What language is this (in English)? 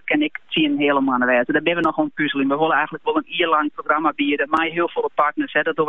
Dutch